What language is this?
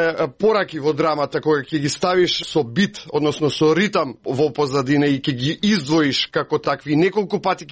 Macedonian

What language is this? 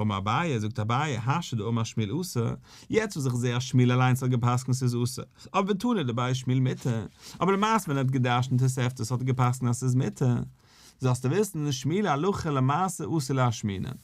Yiddish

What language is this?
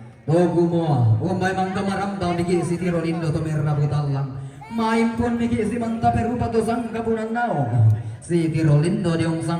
Toraja-Sa'dan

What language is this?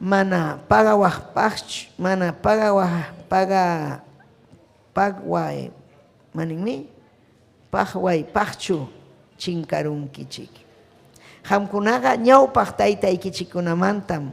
Ayacucho Quechua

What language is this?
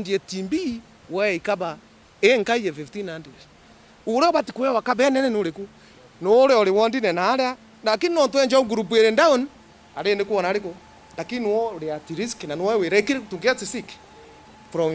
Meru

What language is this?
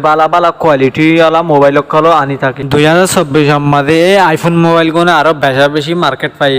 Rohingya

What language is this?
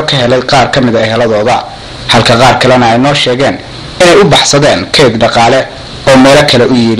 Somali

